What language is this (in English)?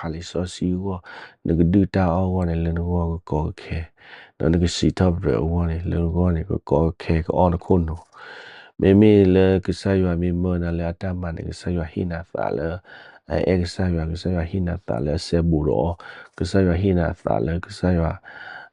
S'gaw Karen